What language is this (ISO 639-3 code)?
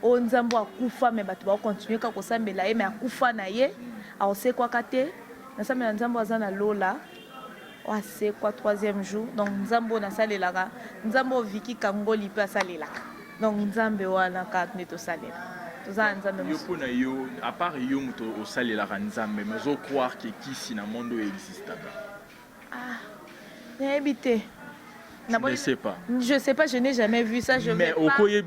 lin